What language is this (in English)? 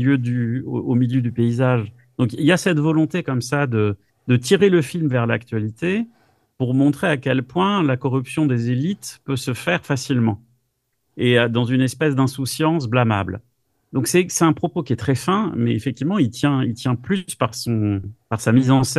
French